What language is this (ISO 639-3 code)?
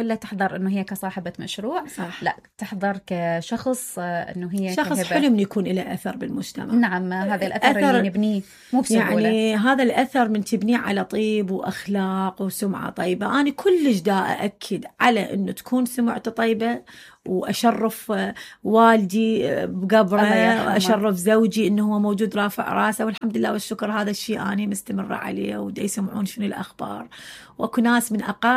acm